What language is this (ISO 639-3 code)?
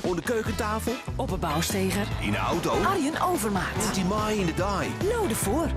fry